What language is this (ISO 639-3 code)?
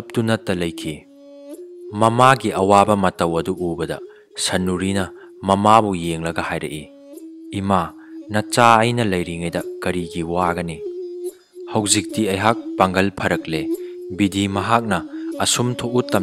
mni